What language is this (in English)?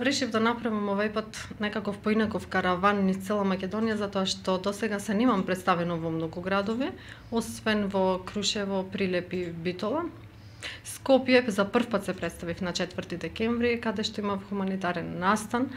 Macedonian